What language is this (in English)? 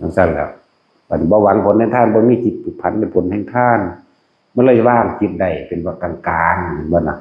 Northeastern Thai